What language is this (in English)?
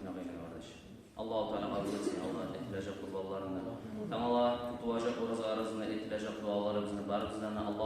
Kumyk